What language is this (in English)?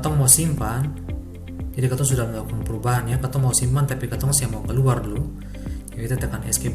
Ambonese Malay